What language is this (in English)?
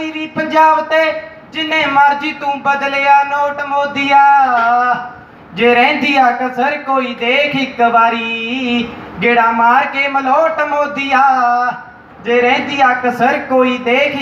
Punjabi